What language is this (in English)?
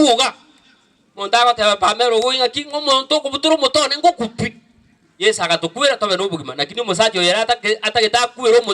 Gusii